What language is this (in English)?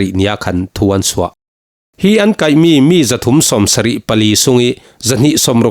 Falam Chin